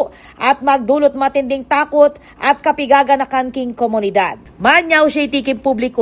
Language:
Pampanga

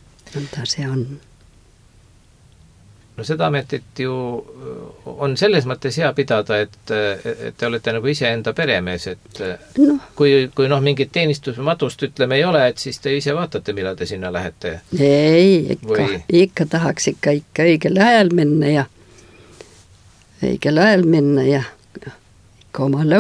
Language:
Estonian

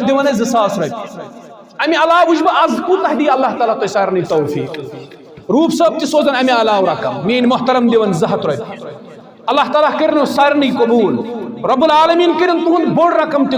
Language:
Kashmiri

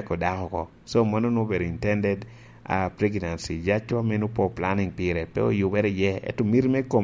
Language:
Lango (Uganda)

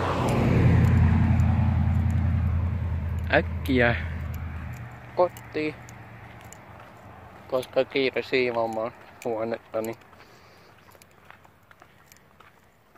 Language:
Finnish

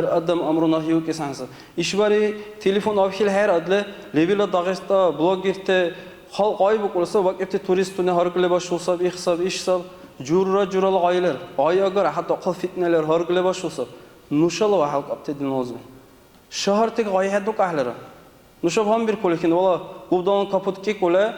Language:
Dargwa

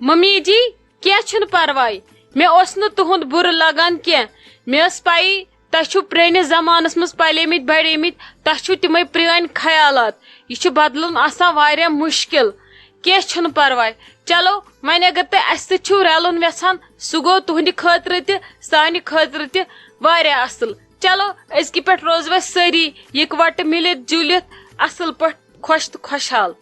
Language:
Kashmiri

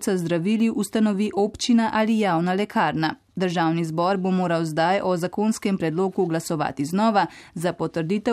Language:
Slovenian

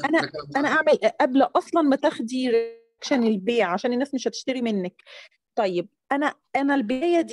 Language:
Egyptian Arabic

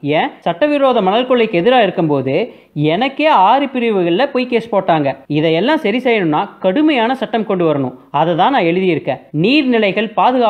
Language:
Tamil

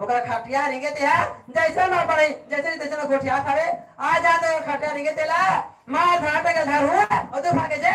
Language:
Chhattisgarhi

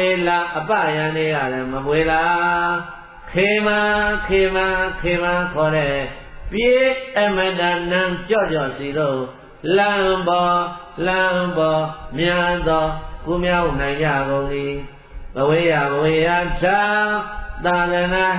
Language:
Burmese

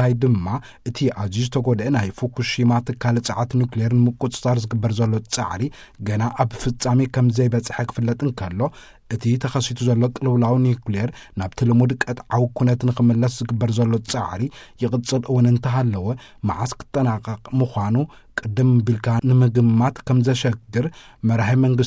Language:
Tigrinya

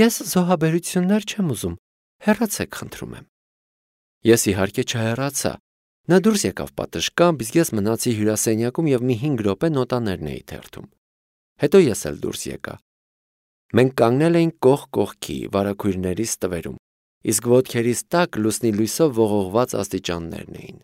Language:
Armenian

